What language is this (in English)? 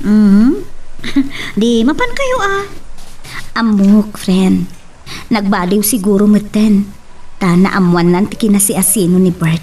Iloko